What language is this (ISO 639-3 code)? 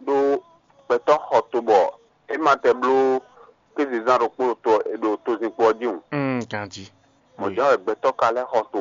fon